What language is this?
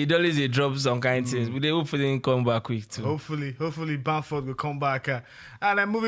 Nigerian Pidgin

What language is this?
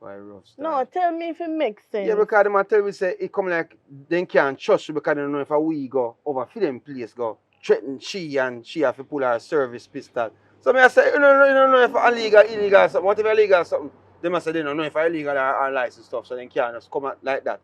Jamaican Creole English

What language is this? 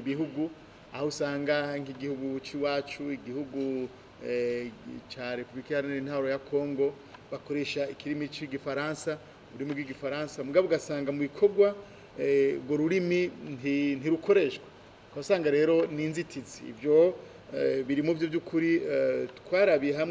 Rundi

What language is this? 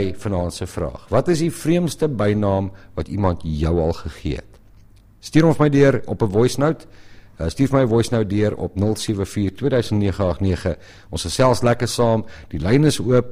Afrikaans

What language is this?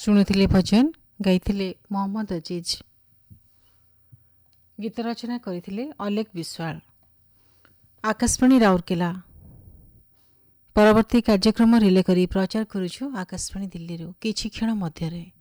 Odia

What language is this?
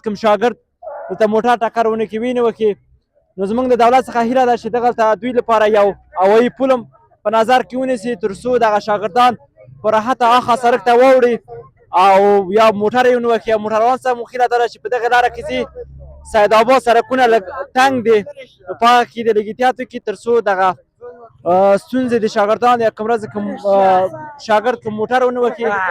Pashto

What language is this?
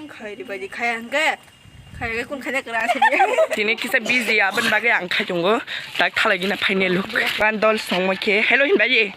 Kok Borok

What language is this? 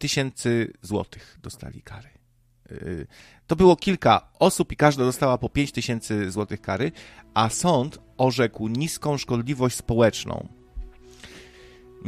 Polish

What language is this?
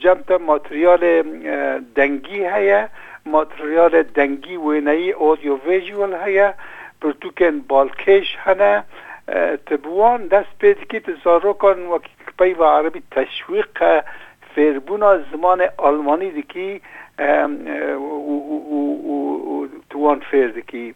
Kurdish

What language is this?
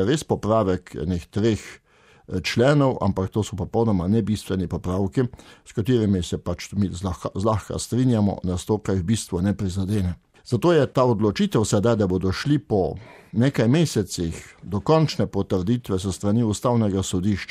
Slovenian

